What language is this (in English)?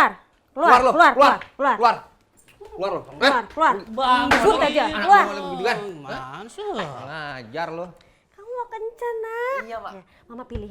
Betawi